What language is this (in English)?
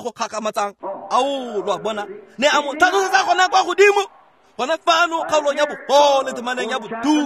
Tswana